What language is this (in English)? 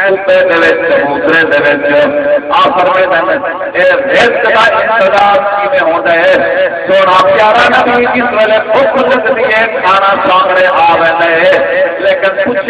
Saraiki